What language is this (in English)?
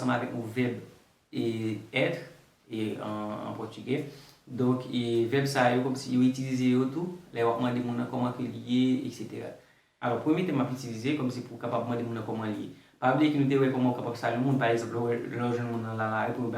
Haitian Creole